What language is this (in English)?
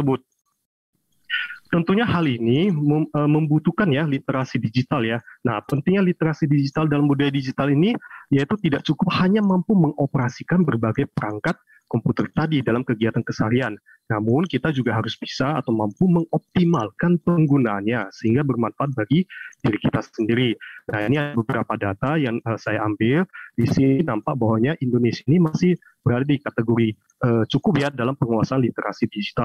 Indonesian